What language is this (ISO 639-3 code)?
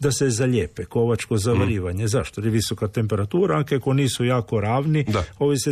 hrv